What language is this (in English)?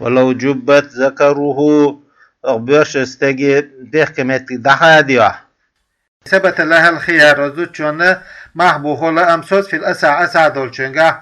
Chechen